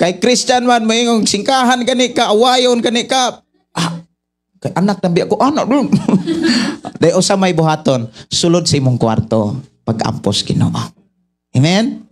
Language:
Cebuano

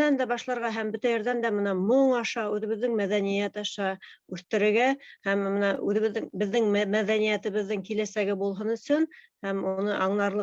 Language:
Bashkir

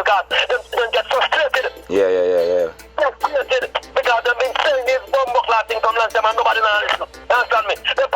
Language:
Jamaican Creole English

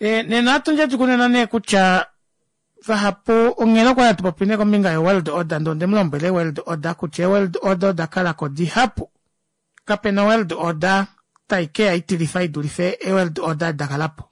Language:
Kuanyama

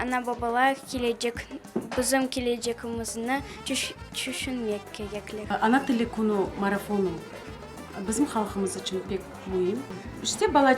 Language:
Crimean Tatar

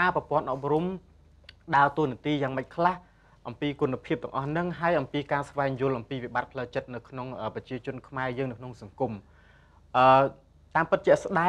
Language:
Khmer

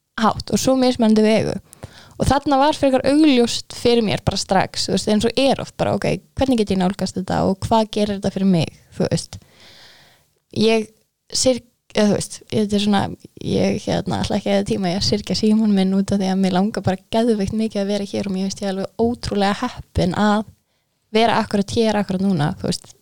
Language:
Icelandic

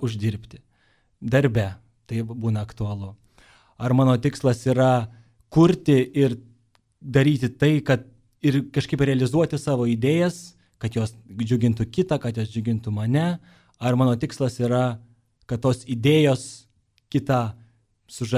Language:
Lithuanian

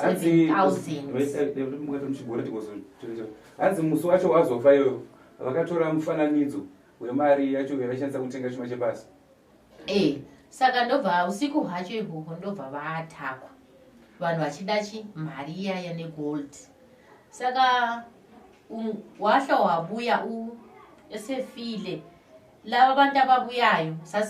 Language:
Shona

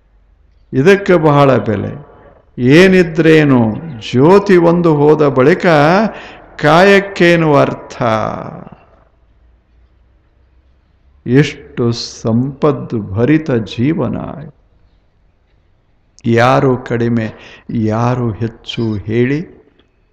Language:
Kannada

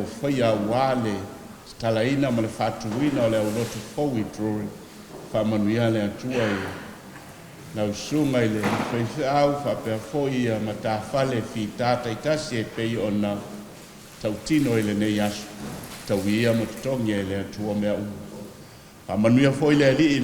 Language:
Samoan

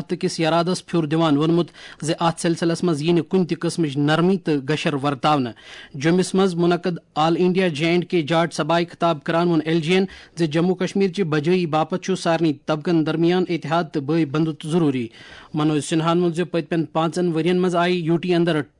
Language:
Kashmiri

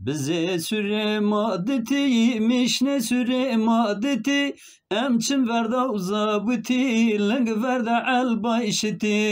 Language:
Zaza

